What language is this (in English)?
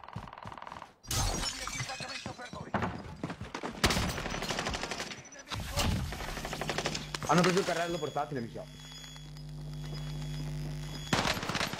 Italian